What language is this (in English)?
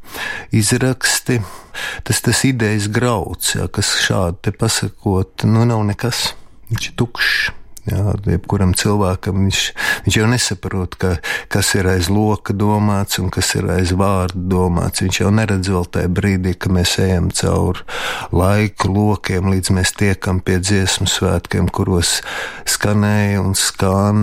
Latvian